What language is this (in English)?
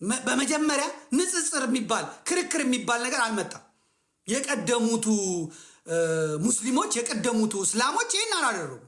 Amharic